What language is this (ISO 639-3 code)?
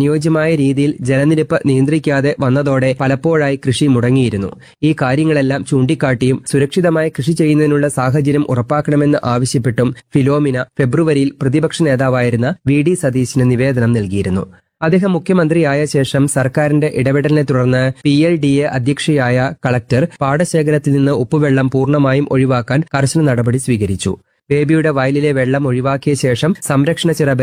mal